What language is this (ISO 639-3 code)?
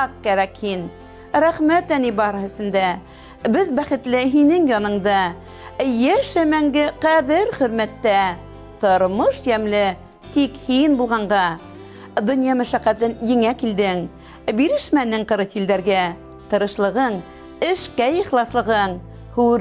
bak